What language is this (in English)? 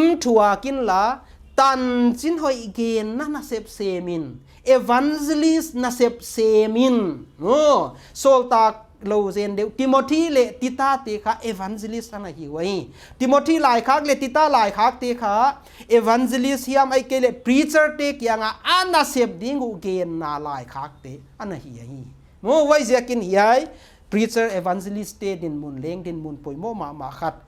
Paite Chin